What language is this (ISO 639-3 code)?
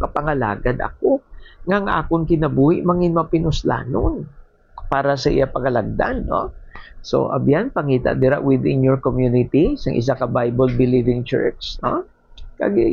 hil